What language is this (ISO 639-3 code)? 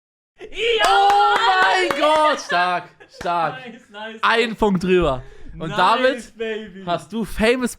gsw